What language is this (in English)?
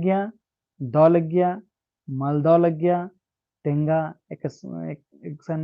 Kurukh